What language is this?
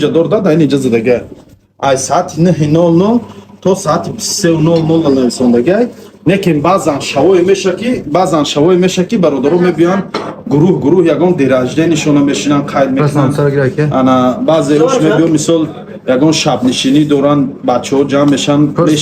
Tajik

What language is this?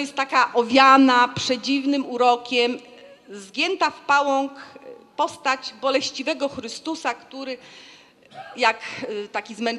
Polish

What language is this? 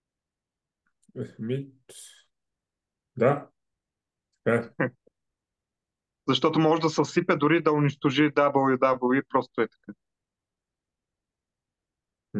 Bulgarian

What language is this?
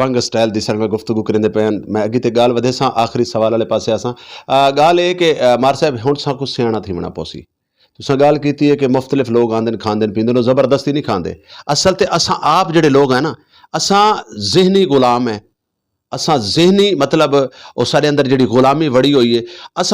Saraiki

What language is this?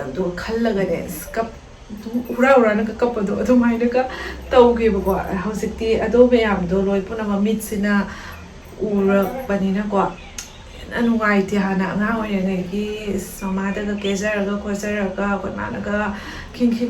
Manipuri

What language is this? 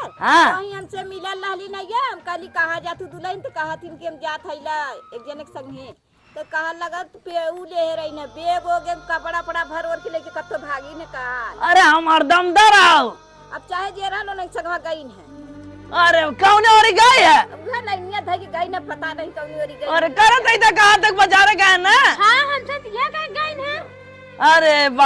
Awadhi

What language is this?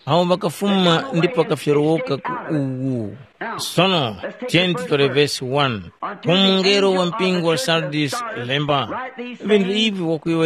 Tumbuka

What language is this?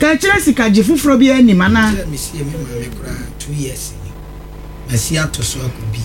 Akan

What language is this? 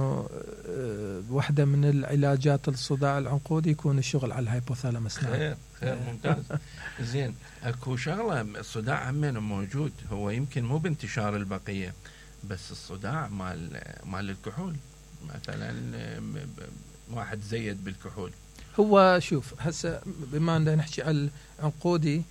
Mesopotamian Arabic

